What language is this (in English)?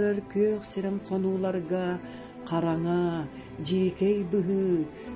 Yakut